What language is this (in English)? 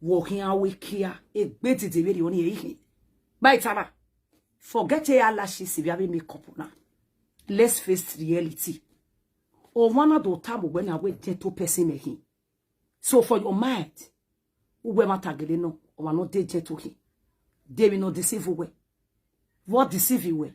Nigerian Pidgin